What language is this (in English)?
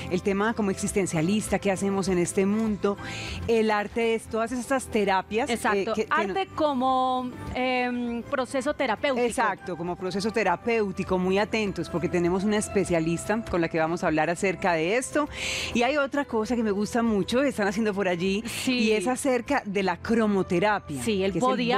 Spanish